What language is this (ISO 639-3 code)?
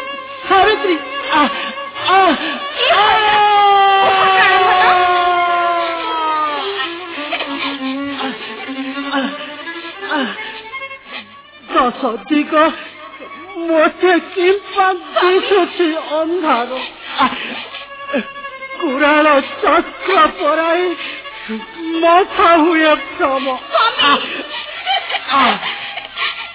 ori